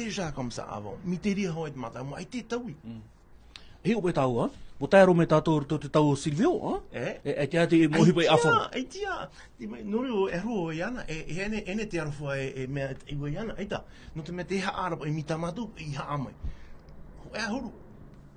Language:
Tahitian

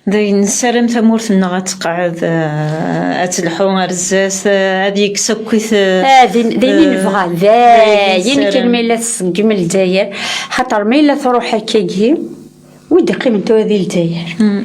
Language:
Kabyle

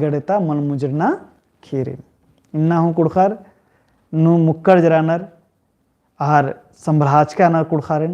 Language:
Kurukh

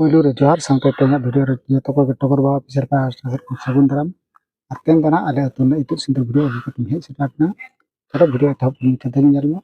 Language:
Santali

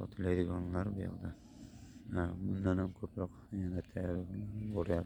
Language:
Uzbek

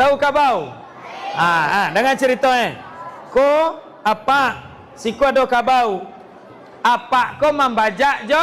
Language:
Minangkabau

